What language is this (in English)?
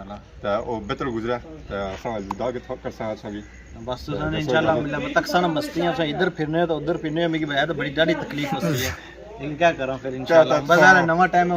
Pahari-Potwari